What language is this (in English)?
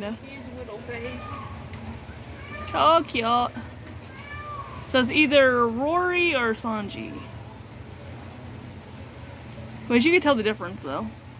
English